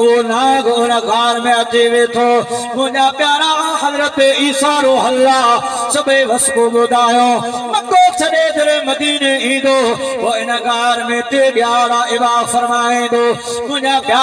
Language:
Sindhi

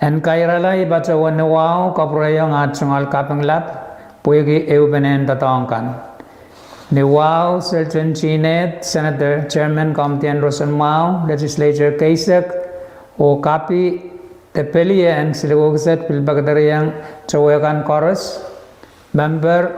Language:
Pohnpeian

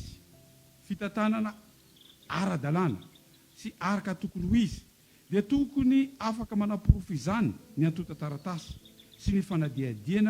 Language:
Malagasy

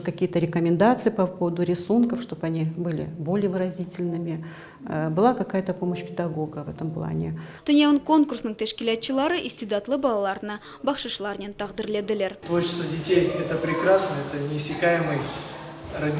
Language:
Crimean Tatar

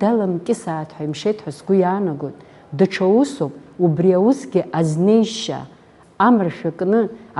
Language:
Abkhazian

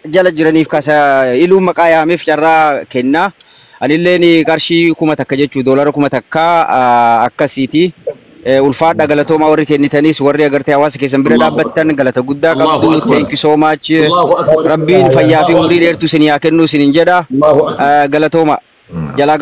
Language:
Oromo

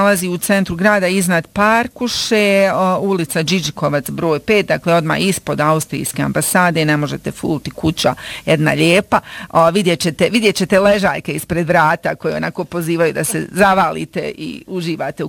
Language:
Bosnian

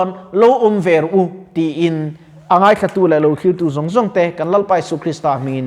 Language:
Mizo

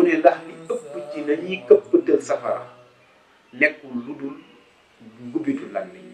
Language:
Wolof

